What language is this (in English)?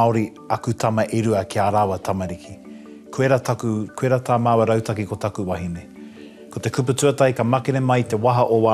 Māori